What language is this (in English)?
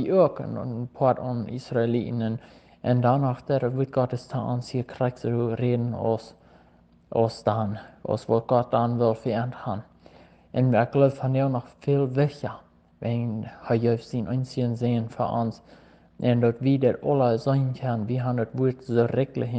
Plautdietsch